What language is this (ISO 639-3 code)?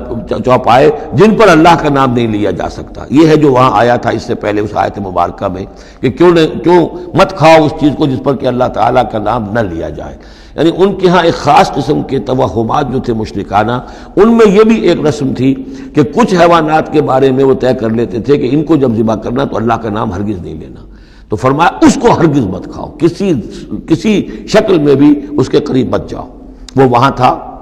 urd